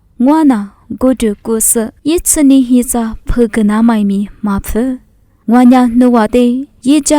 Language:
Lisu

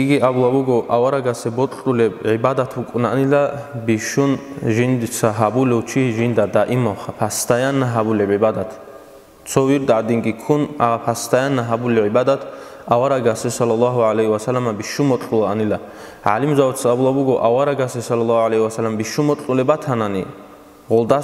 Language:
Avaric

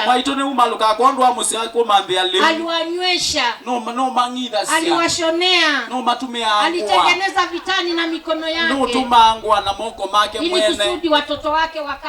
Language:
Kamba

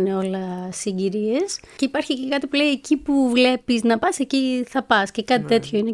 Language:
Greek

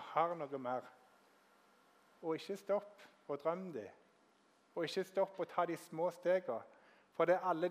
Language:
Norwegian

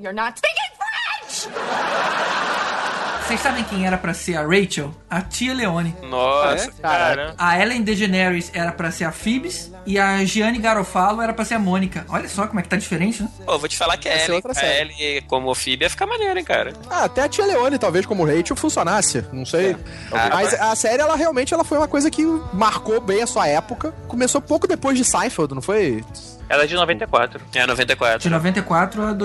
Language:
Portuguese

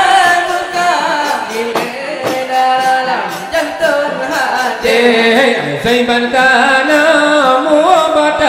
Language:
Achinese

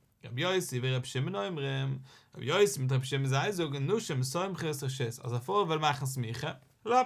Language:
Yiddish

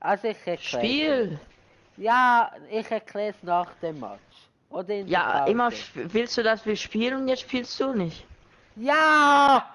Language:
Swiss German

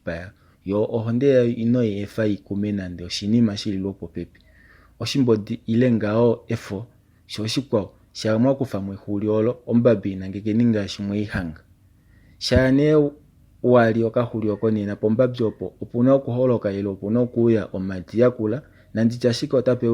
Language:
Kuanyama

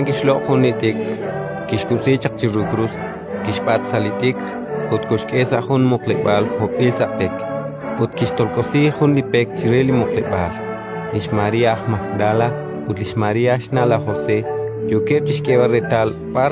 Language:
Kekchí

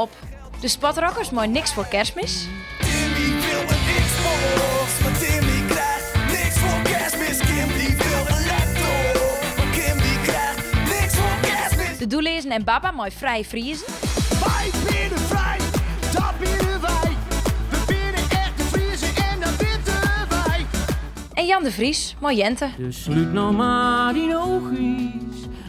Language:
Western Frisian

